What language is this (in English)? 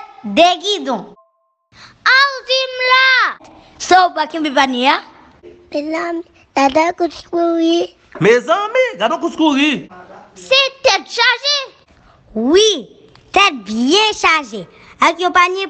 Haitian Creole